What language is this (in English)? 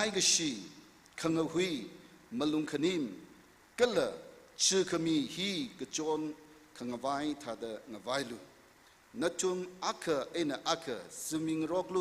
Tangkhul Naga (India)